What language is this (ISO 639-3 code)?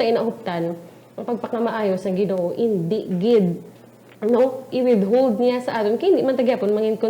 hil